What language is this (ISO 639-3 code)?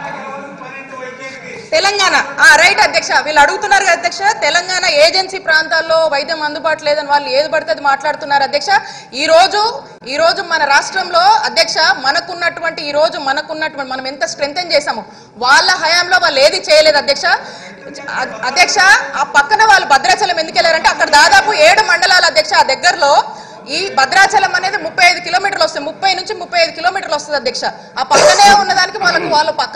tel